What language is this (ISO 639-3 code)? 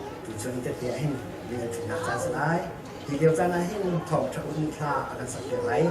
cnh